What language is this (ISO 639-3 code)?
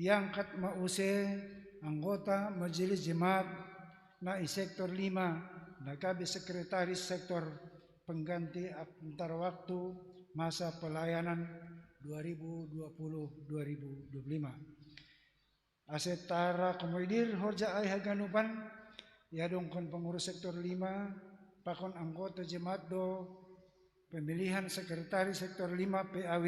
bts